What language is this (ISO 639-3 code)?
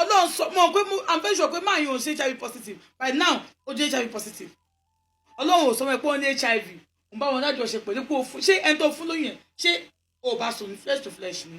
yor